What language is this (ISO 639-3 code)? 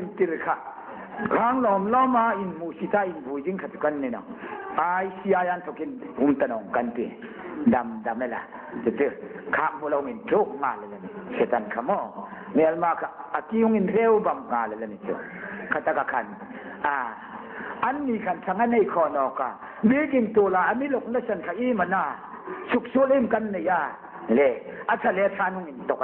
hmr